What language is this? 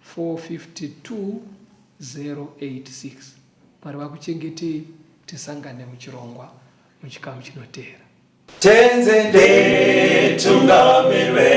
Shona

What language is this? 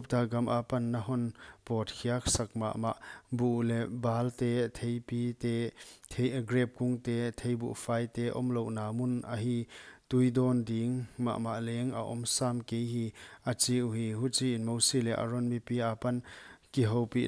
Paite Chin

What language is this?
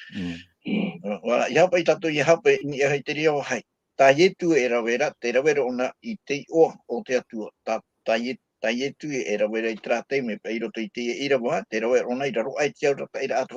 Tahitian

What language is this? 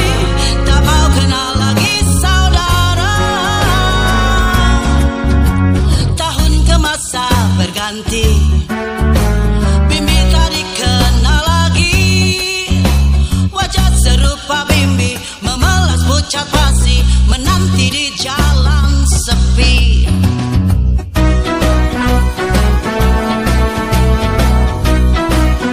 Indonesian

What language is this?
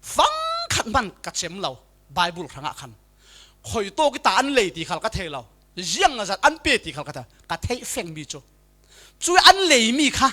Falam Chin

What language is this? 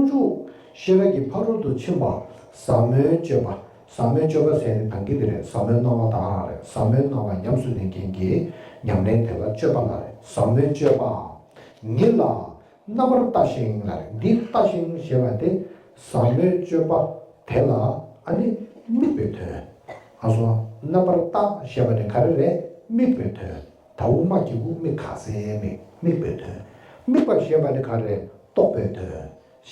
Tibetan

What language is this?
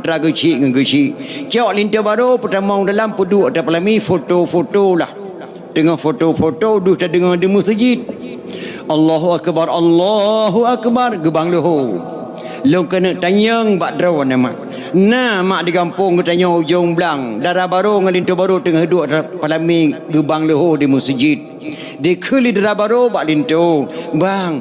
Achinese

